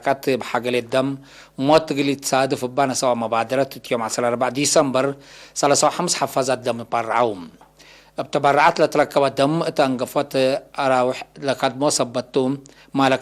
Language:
Tigre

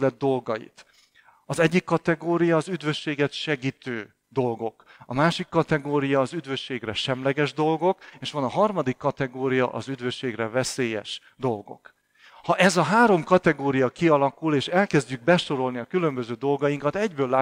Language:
Hungarian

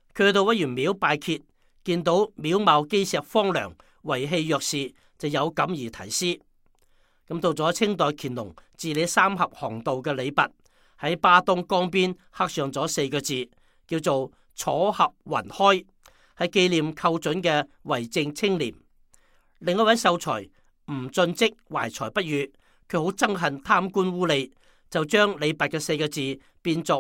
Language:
Cantonese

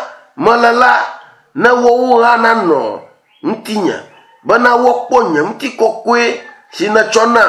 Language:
Ewe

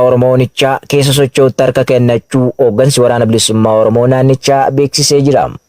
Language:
Oromo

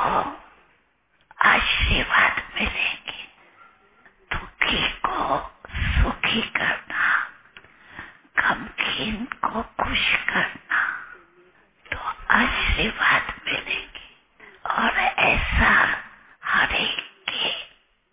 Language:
Hindi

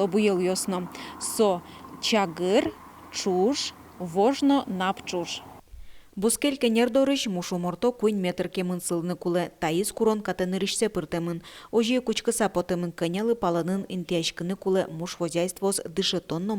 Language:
Udmurt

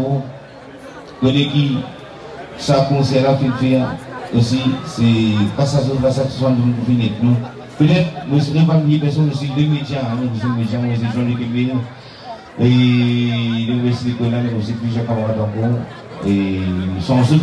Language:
Morisyen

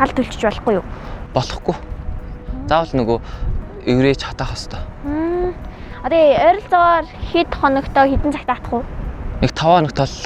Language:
Mongolian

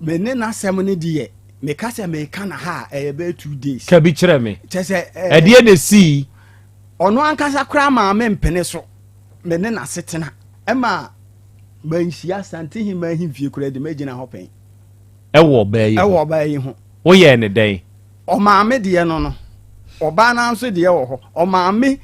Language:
Akan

